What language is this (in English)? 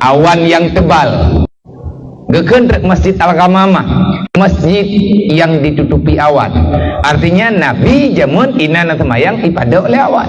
Achinese